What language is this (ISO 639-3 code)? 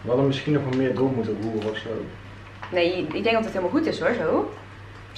nld